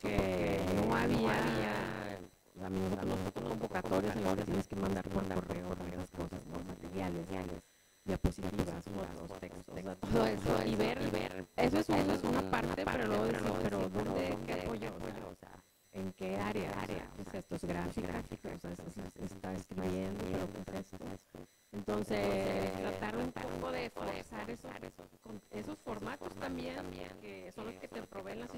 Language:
Spanish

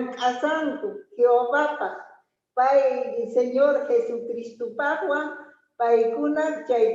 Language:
Quechua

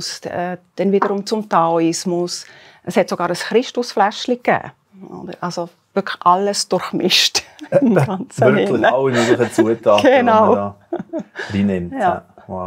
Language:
Swiss German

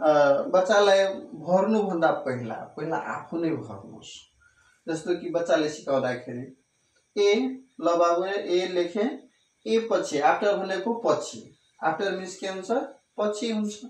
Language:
Nepali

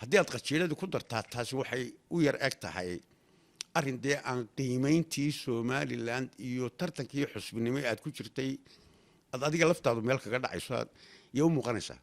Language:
Somali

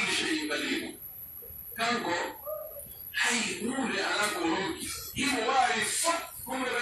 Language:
Pular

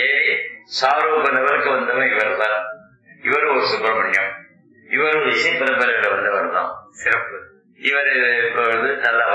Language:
Tamil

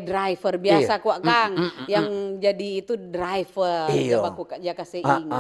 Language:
Manado Malay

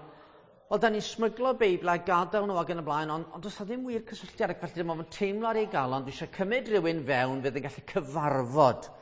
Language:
Welsh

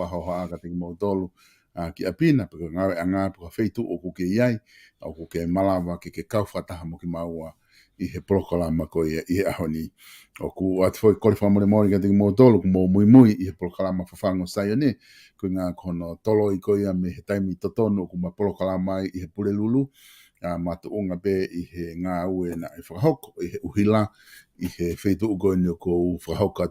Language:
Tongan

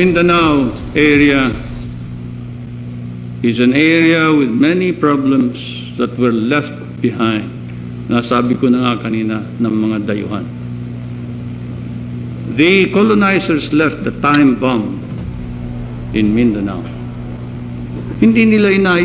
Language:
Filipino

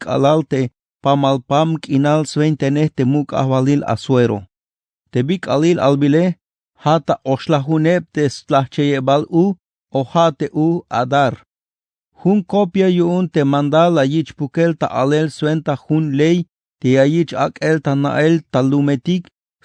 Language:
Tzeltal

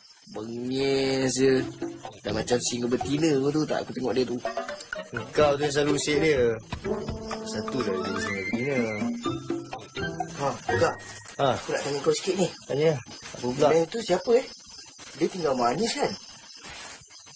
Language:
Malay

